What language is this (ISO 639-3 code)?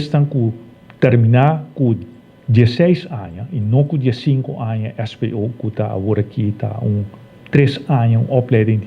pap